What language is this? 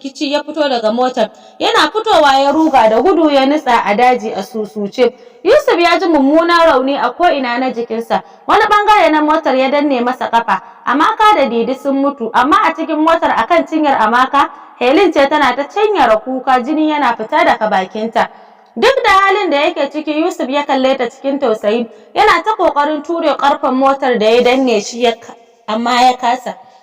Hausa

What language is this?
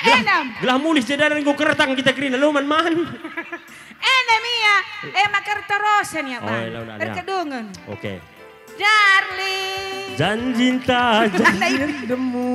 Batak Karo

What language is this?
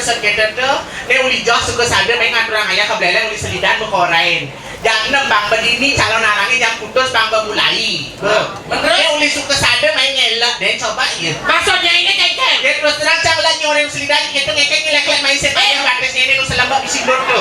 Balinese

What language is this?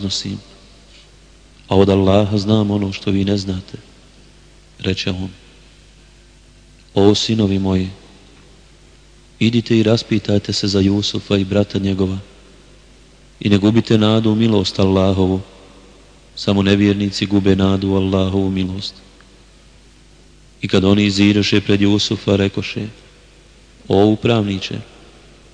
Bosnian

